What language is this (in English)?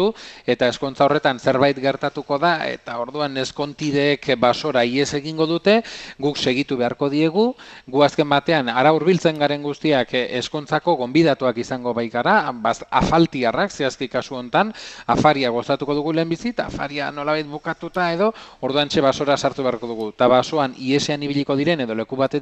Basque